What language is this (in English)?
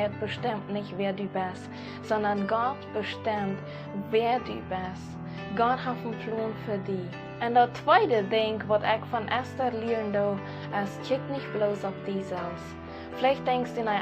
Plautdietsch